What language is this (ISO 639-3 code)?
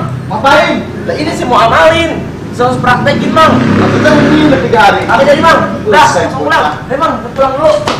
bew